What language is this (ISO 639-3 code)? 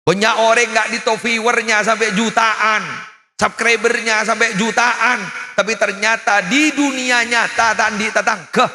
mad